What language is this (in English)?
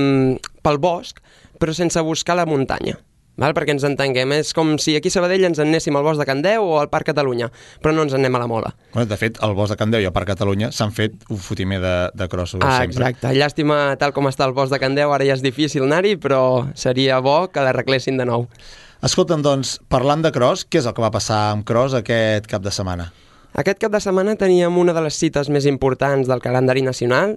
Catalan